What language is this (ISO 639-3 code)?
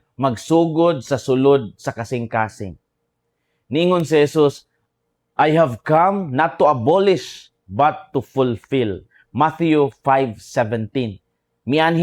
ceb